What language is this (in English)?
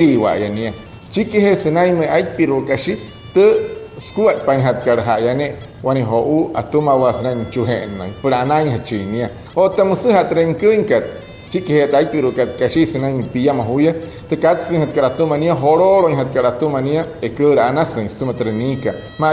Wayuu